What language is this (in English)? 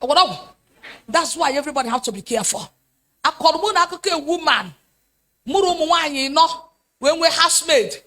Igbo